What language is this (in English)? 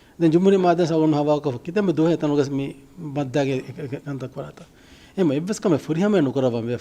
Divehi